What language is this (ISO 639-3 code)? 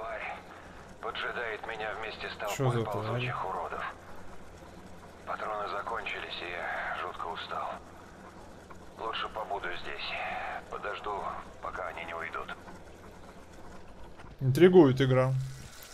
rus